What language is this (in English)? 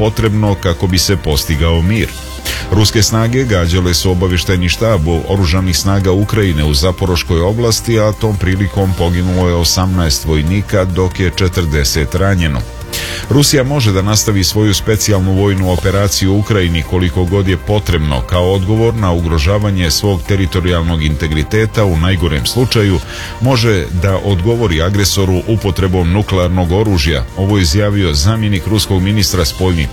Serbian